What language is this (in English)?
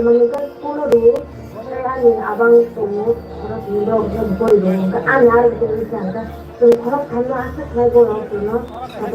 Kok Borok